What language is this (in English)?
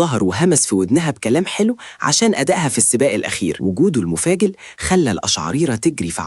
Egyptian Arabic